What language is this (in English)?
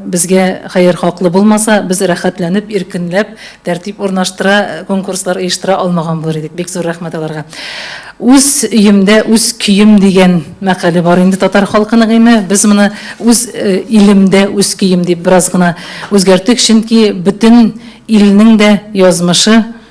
Tatar